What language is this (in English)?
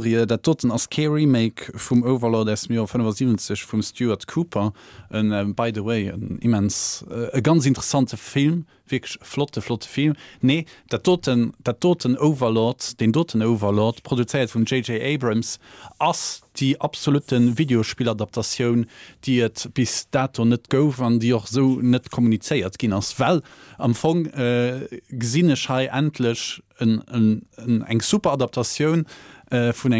Luxembourgish